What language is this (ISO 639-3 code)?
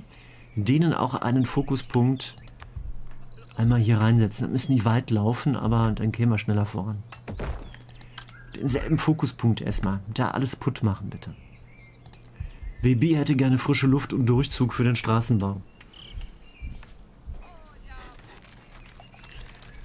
deu